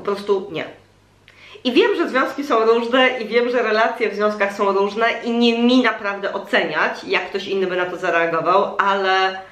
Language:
Polish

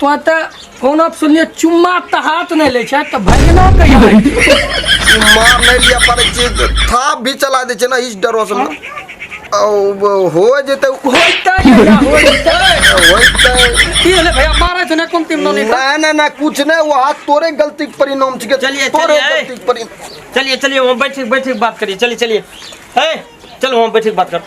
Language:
Maithili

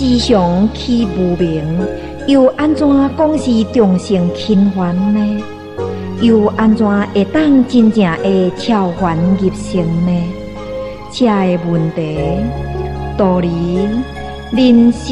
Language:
Min Nan Chinese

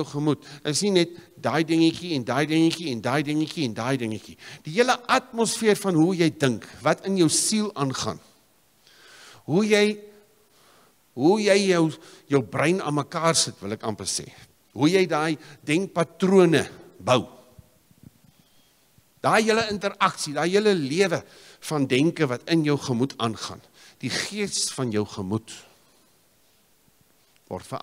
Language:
Afrikaans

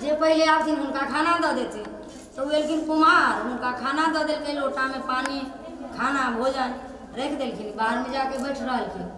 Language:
Maithili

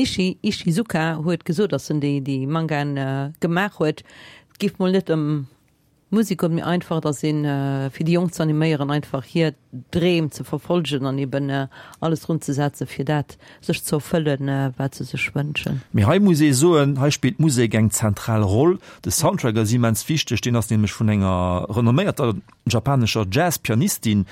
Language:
Luxembourgish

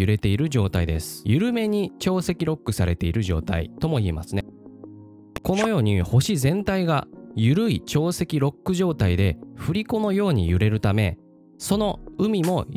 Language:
Japanese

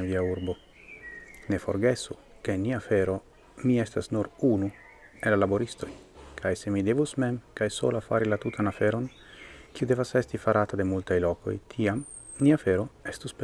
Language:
Esperanto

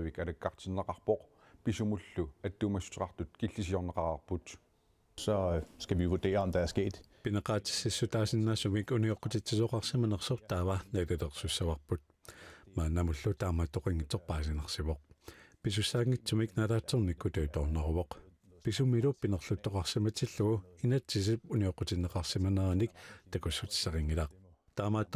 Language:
Kalaallisut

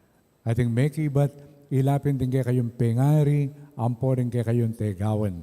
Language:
Pampanga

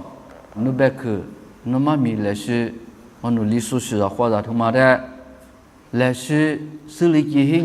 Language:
Lisu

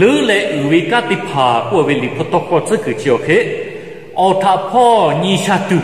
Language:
Lahu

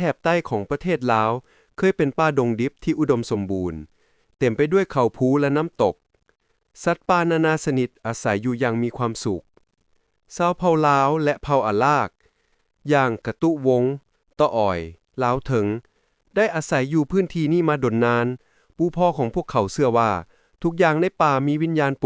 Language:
Lao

